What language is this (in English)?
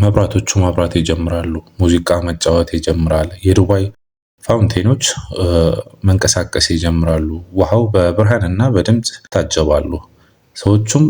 Amharic